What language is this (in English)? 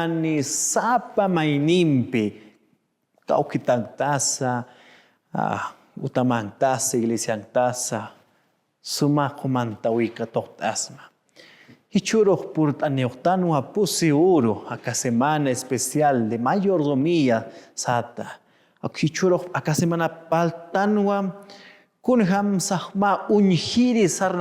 Aymara